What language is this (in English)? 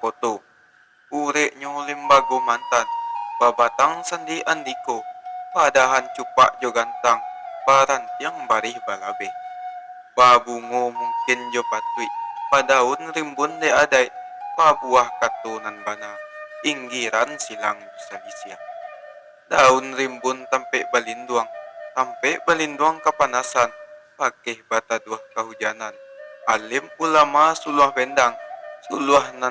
Minangkabau